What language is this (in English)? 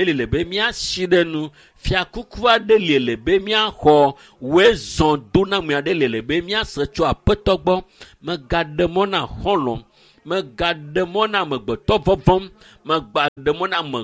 Ewe